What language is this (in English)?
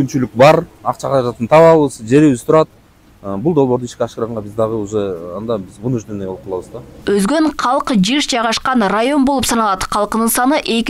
Kyrgyz